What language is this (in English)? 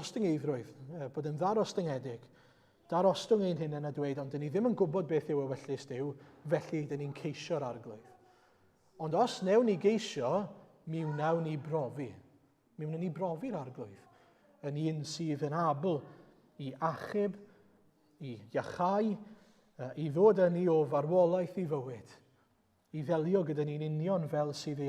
Welsh